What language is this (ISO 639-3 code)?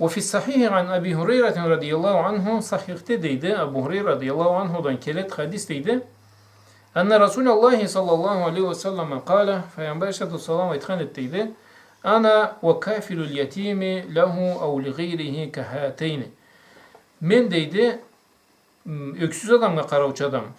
krc